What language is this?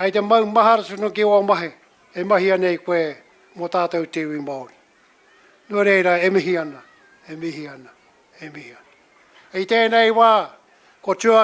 Māori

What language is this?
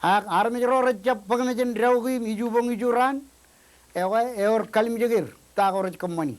Marshallese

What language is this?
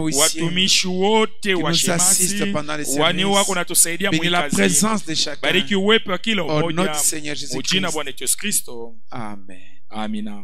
Swahili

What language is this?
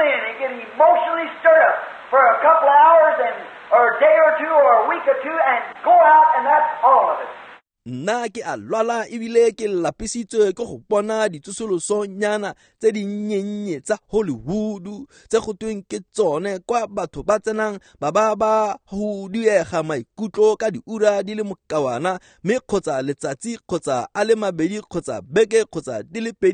Tswana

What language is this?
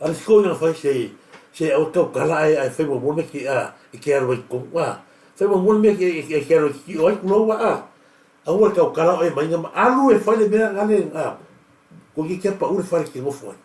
Samoan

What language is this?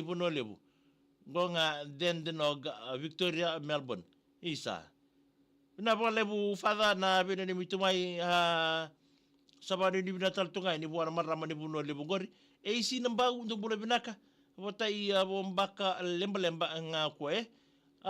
Fijian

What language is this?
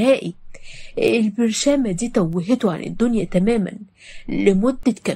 Egyptian Arabic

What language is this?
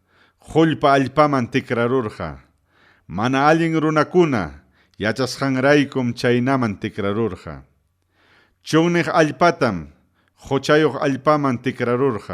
Ayacucho Quechua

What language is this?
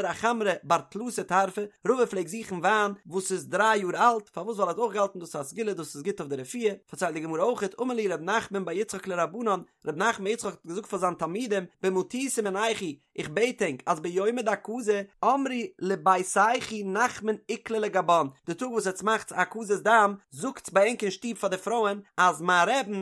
Yiddish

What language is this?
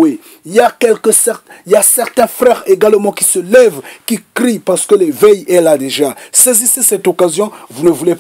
French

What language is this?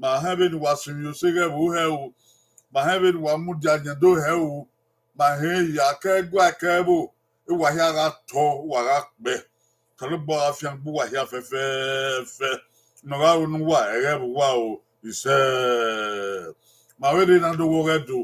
Bini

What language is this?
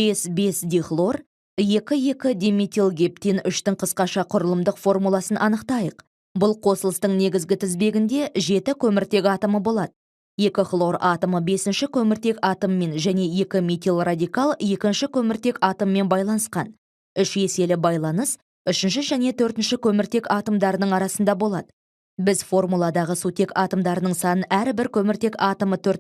Kazakh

